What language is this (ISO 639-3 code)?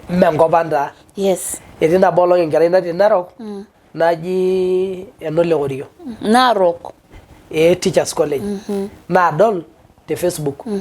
mas